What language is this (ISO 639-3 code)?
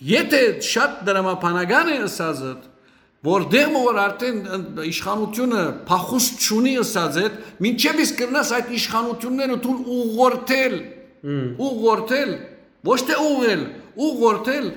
hyw